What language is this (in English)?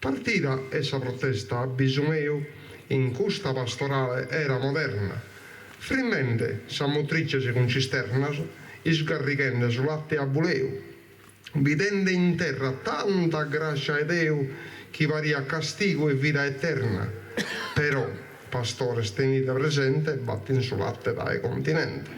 Sardinian